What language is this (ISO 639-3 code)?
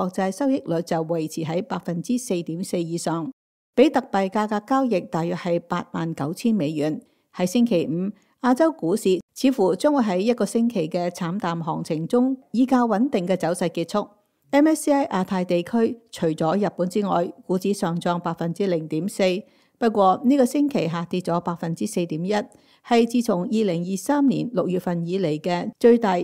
yue